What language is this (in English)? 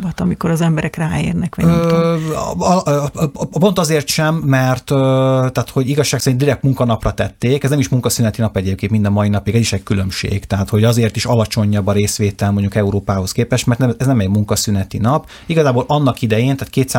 Hungarian